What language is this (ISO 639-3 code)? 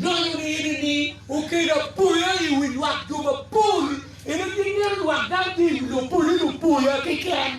ach